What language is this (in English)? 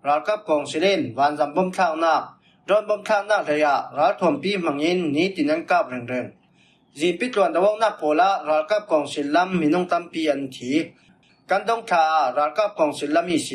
Falam Chin